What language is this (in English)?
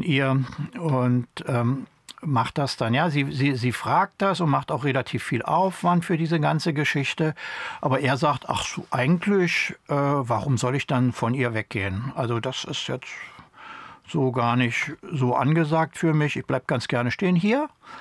German